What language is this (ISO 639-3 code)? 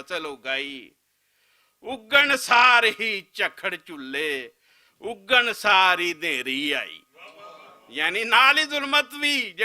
lah